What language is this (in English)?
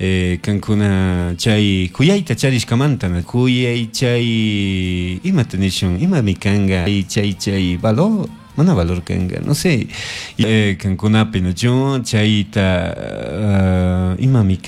Chimborazo Highland Quichua